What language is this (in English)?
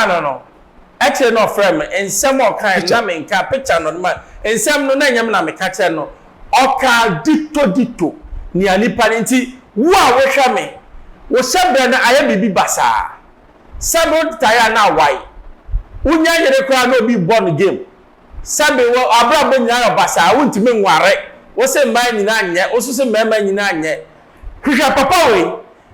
Akan